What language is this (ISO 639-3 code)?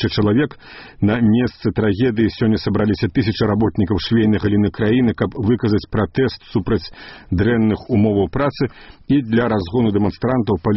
bel